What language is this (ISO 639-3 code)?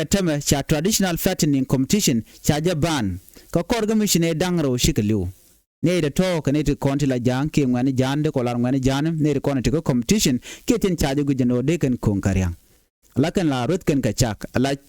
nus